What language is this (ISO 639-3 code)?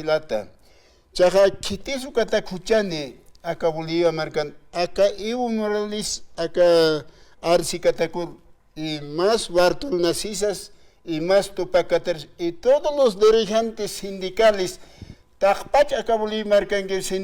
aym